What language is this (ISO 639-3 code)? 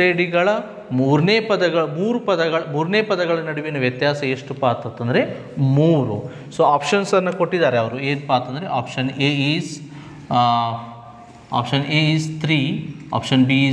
kan